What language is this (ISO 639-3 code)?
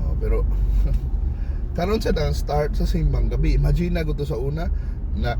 ceb